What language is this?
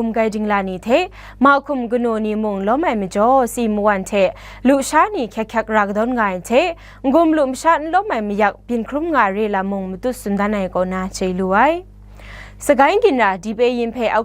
Kachin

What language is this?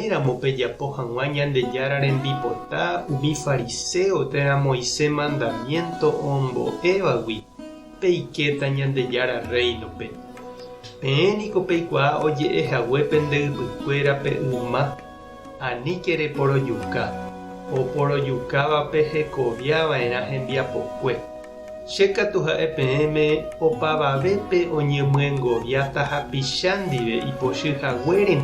Guarani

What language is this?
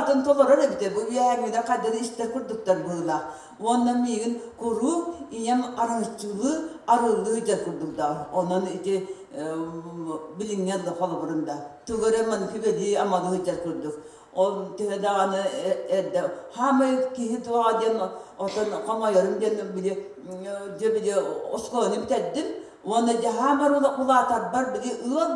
Yakut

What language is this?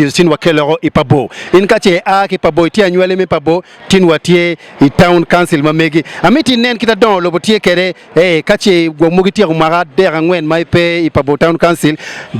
Acoli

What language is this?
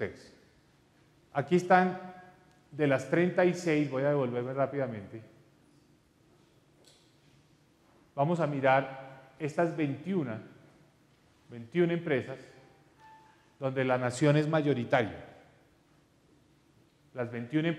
Spanish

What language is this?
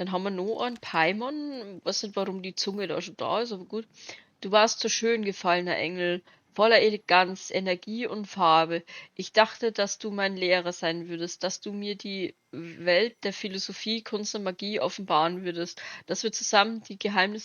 Bavarian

